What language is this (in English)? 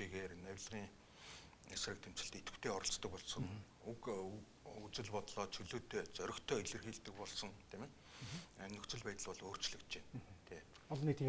Mongolian